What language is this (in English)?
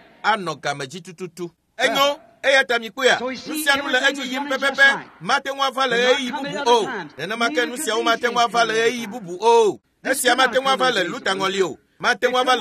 Ewe